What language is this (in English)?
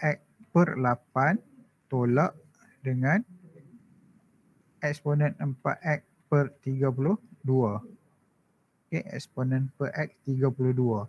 Malay